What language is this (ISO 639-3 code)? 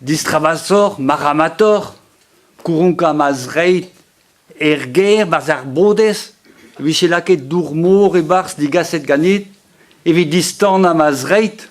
bre